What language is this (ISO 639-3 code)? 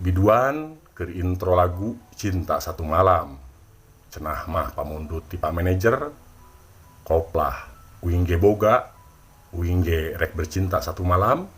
sun